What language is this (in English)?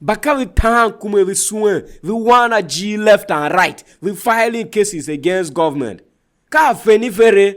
Tiv